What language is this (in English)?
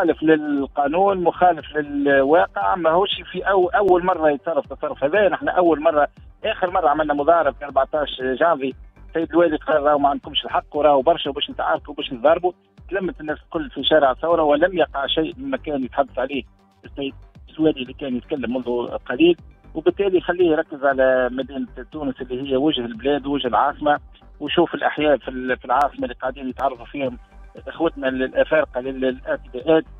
Tunisian Arabic